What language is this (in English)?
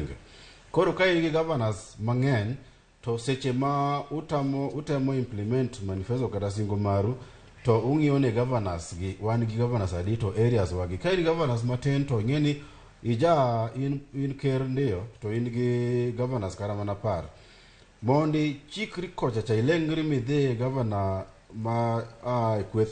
Luo (Kenya and Tanzania)